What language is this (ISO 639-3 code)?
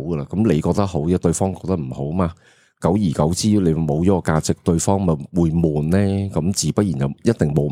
yue